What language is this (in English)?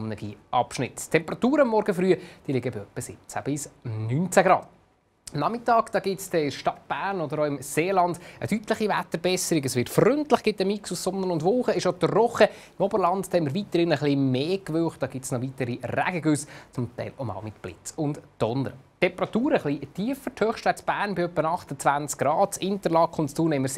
Swiss German